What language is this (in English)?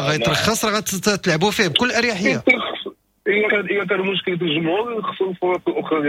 Moroccan Arabic